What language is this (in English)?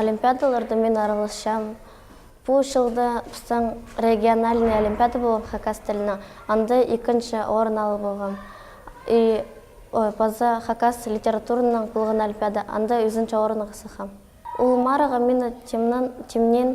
Khakas